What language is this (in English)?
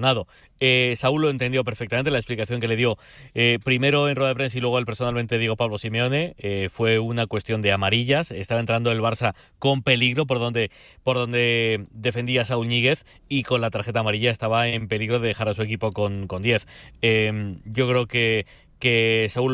Spanish